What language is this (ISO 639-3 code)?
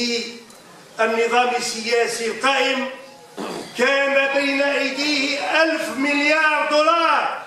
arq